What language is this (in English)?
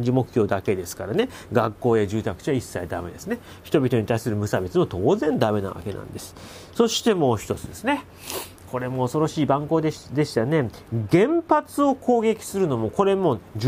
Japanese